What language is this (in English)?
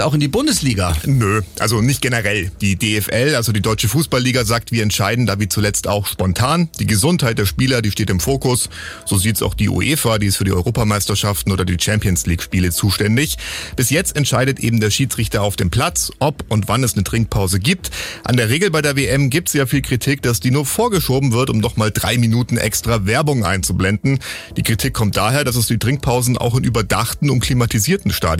German